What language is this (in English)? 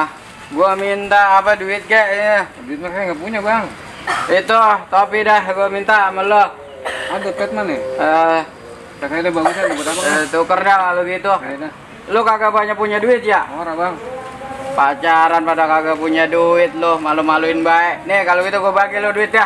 Betawi